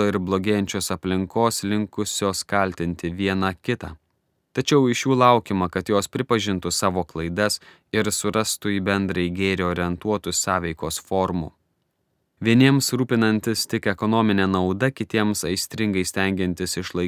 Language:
Lithuanian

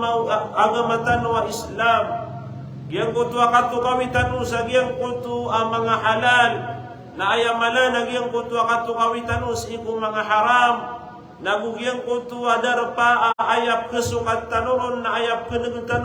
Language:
Maranao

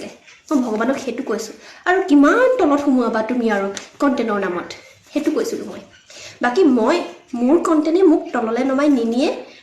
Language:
Assamese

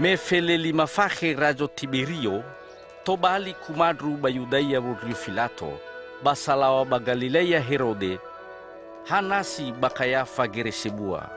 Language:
Nias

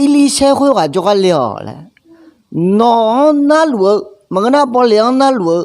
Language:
Akha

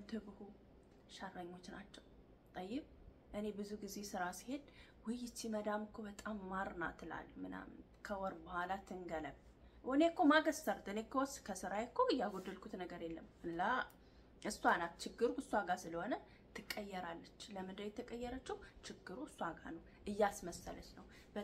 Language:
Amharic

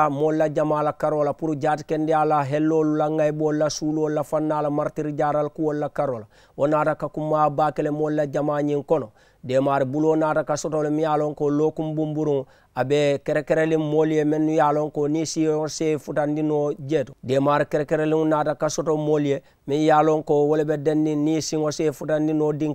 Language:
Mandingo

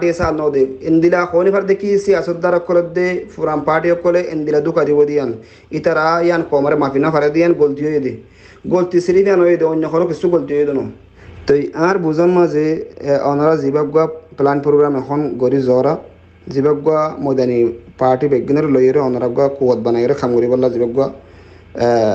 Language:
Rohingya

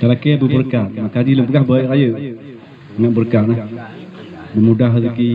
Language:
Achinese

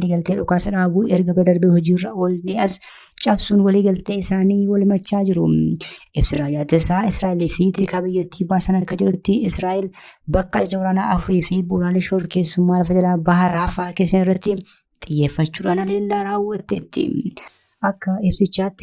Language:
Oromo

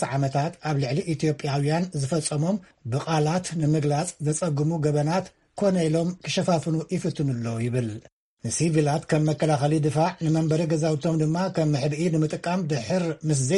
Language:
Tigrinya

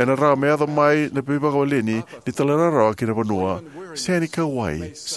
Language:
Fijian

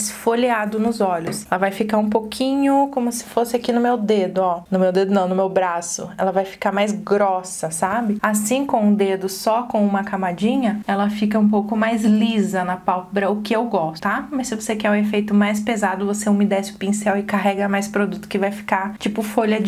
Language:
Portuguese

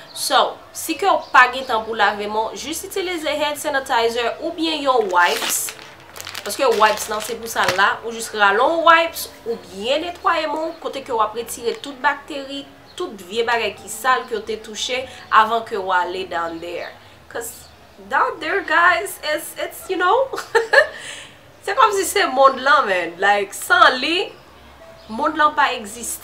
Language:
Haitian Creole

